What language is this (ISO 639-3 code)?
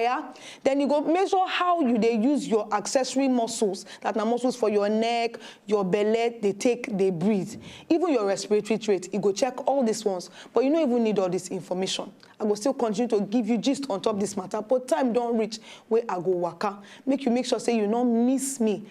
pcm